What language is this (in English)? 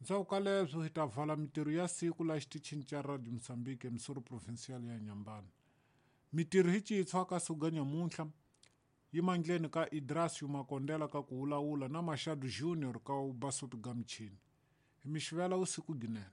Tsonga